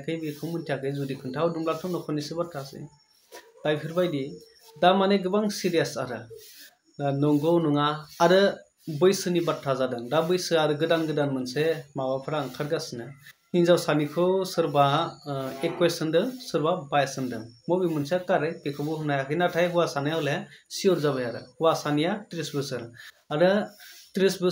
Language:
Bodo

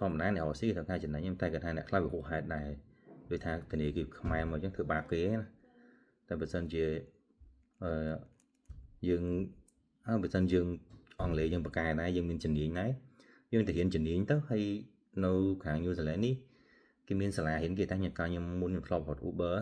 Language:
Khmer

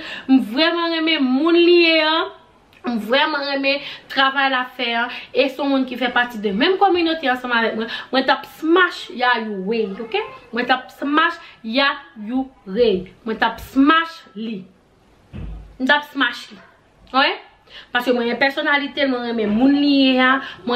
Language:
Haitian Creole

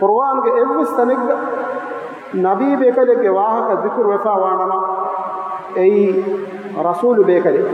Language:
Divehi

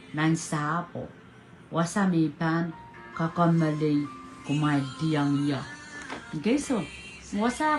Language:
Pohnpeian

